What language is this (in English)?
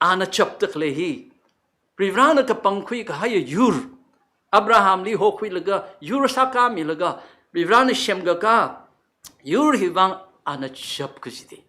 Tangkhul Naga (India)